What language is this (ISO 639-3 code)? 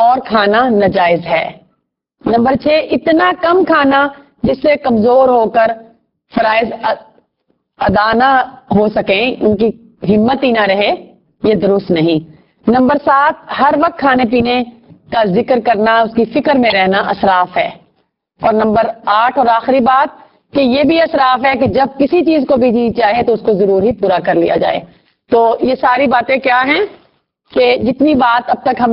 urd